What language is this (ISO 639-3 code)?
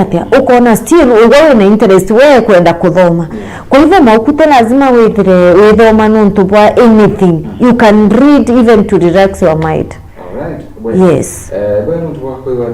mer